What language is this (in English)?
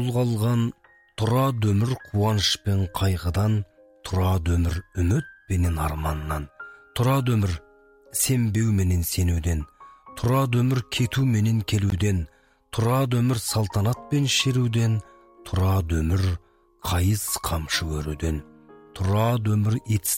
Kazakh